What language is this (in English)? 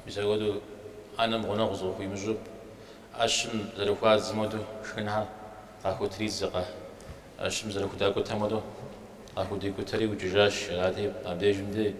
Kabardian